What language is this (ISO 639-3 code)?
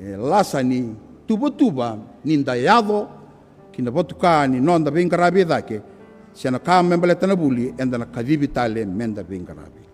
fij